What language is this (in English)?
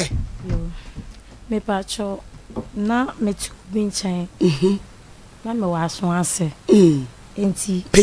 Akan